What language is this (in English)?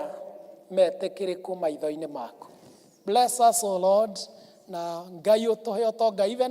Kikuyu